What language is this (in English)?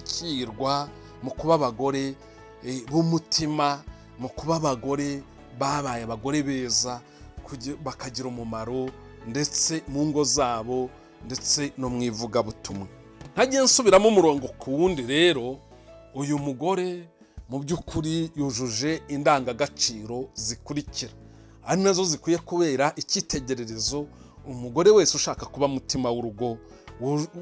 Kinyarwanda